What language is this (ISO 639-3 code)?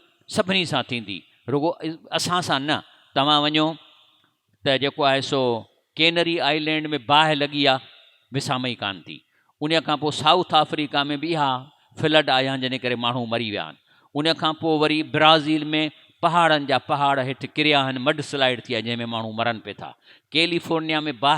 snd